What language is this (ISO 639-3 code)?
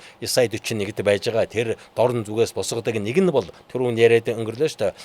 mon